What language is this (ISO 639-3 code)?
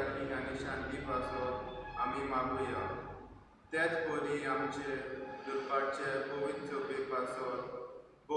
kok